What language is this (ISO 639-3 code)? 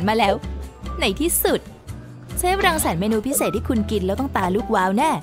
tha